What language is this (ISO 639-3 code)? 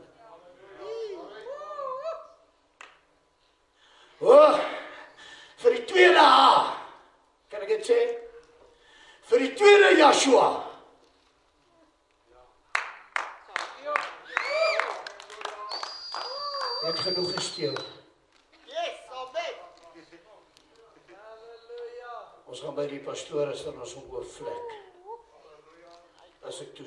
afr